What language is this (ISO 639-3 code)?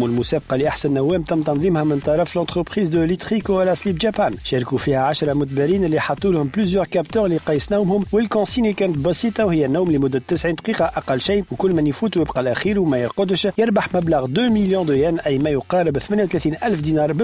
aeb